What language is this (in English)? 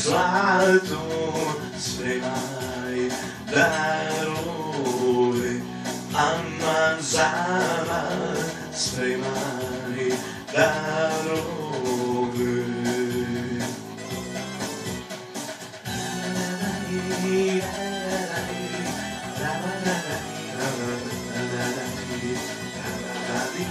Serbian